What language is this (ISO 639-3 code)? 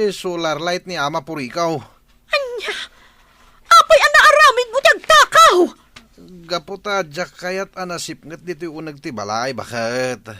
ilo